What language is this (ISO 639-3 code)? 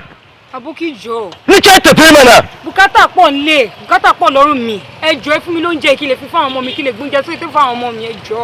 yor